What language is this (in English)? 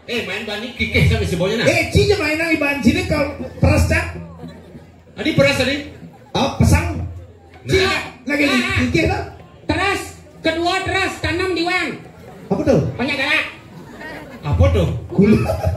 Balinese